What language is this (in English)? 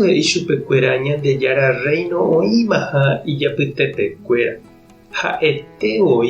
Guarani